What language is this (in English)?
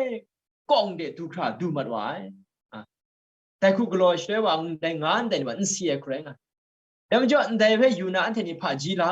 Kachin